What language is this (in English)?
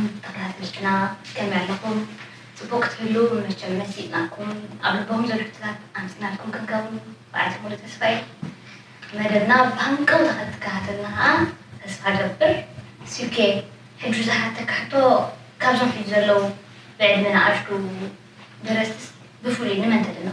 Tigrinya